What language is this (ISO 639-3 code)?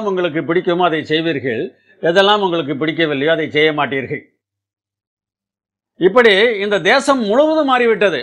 tam